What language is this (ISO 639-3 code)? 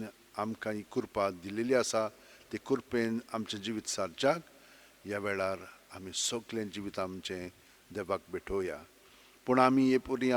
kok